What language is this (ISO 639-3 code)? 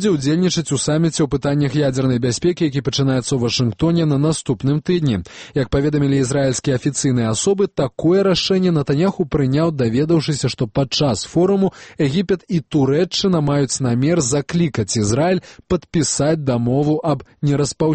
bel